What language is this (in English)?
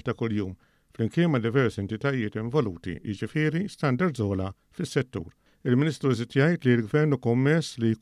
Maltese